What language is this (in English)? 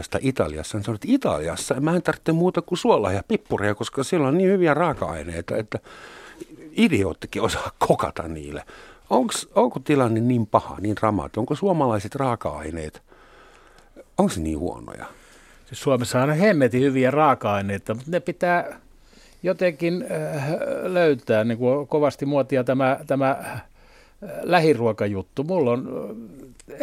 Finnish